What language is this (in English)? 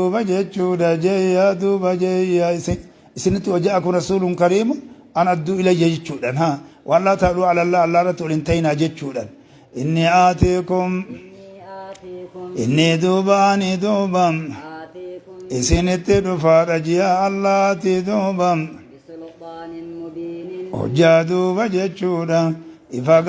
Oromo